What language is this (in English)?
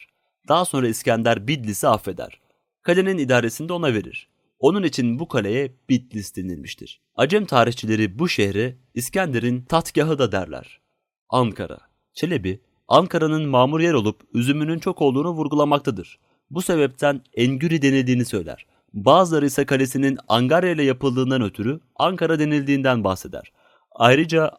Turkish